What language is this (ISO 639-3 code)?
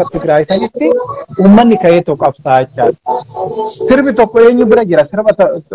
orm